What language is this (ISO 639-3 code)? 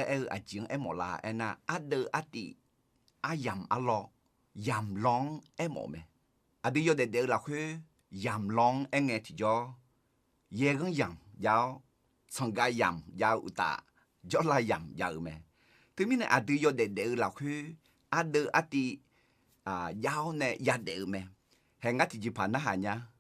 ahk